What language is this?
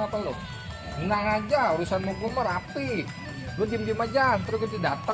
Betawi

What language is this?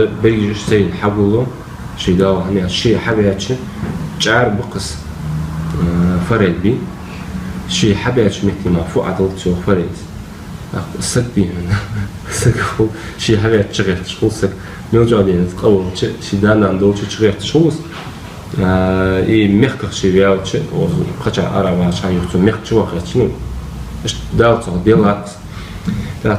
Ingush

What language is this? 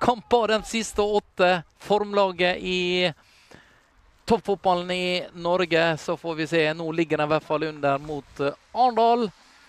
Norwegian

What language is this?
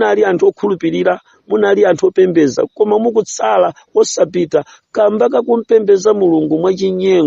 Nyanja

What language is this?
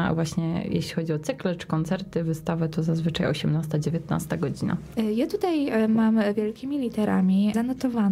Polish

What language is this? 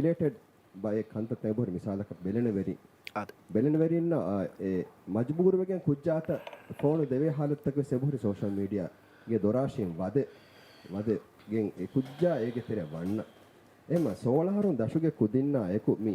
Divehi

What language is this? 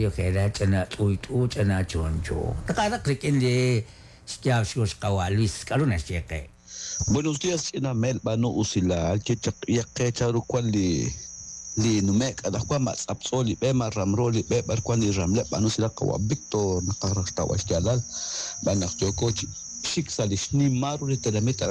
Kekchí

